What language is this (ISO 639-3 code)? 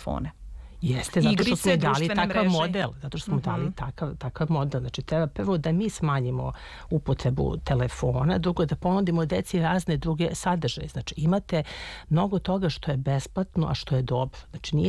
srp